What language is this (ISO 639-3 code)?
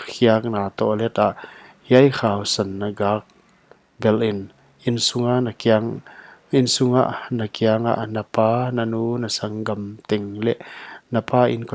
pck